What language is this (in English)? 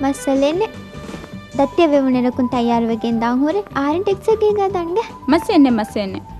Divehi